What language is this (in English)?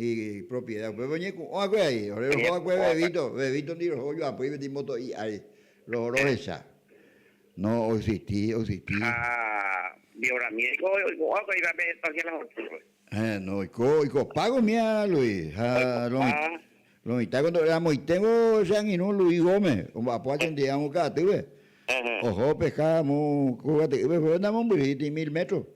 Guarani